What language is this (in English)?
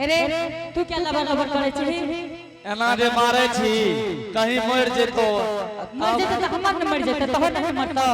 Angika